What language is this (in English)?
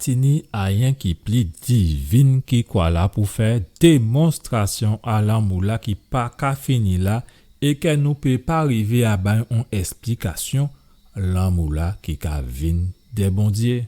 Guadeloupean Creole French